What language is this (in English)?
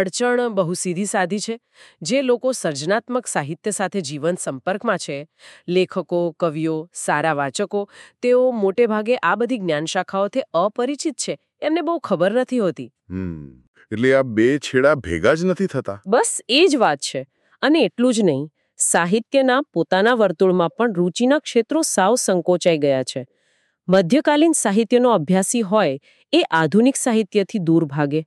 Gujarati